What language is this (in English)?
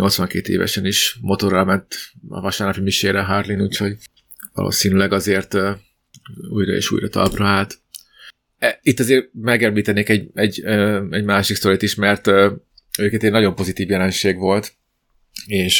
Hungarian